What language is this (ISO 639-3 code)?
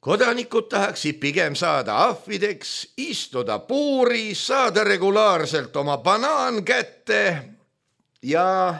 est